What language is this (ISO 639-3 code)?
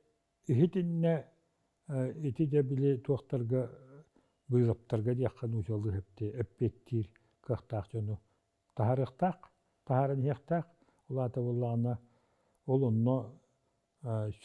sah